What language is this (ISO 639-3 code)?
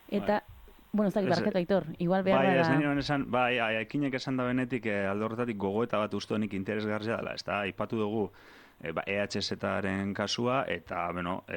eus